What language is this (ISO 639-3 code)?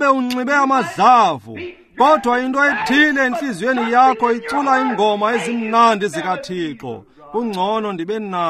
xho